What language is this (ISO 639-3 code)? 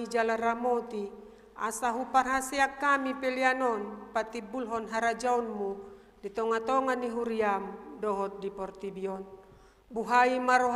bbc